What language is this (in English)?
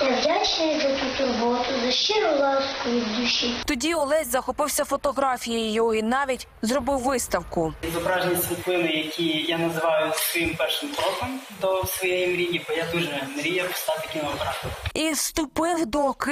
Ukrainian